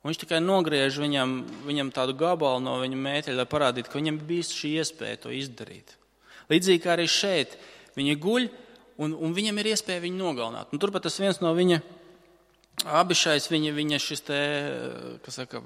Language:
Latvian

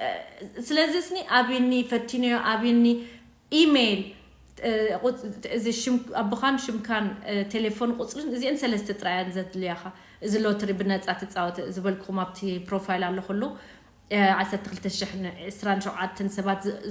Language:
Tigrinya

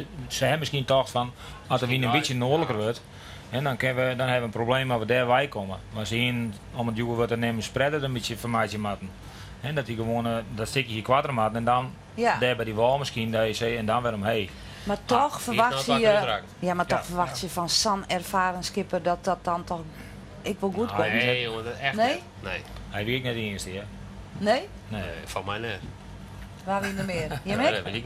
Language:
Western Frisian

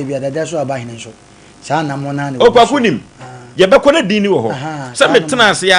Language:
Akan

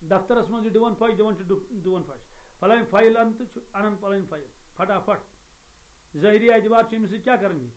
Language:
Kashmiri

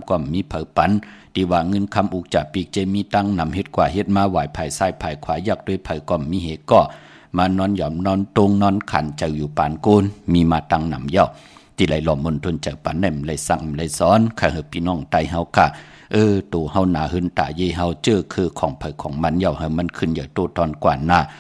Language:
Shan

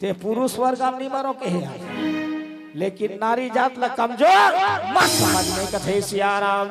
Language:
Chhattisgarhi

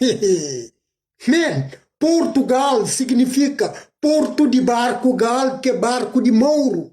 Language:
Kabuverdianu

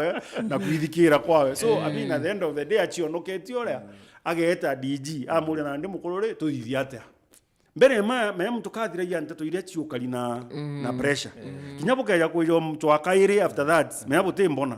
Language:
Meru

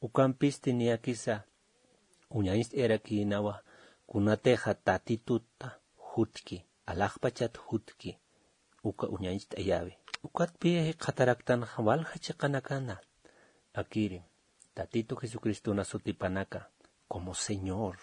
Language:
Aymara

